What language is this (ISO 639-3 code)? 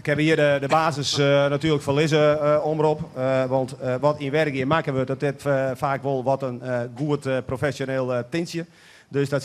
fry